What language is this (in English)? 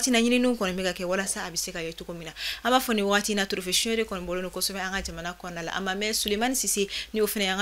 Bambara